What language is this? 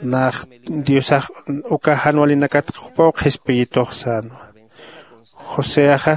Aymara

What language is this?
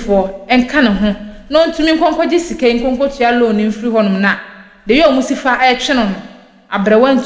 Akan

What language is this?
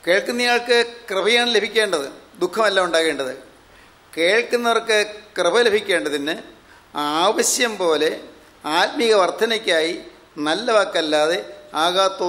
Malayalam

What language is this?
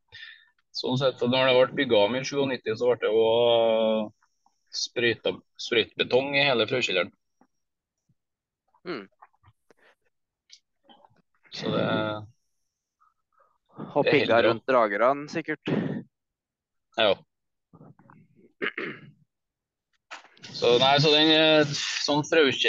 Norwegian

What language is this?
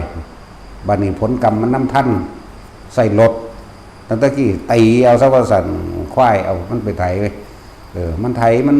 Northeastern Thai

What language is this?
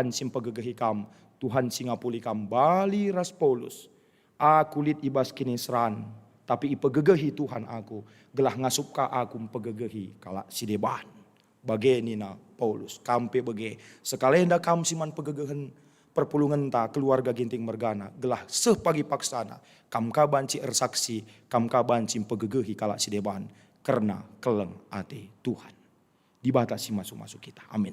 Batak Karo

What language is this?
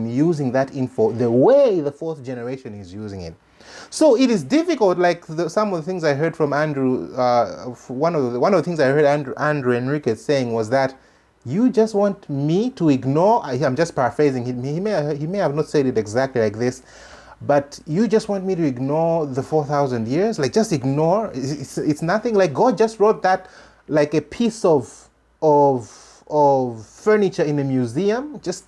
English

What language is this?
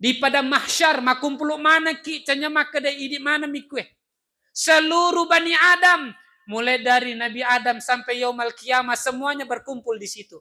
Buginese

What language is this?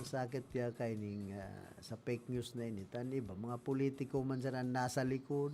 Bikol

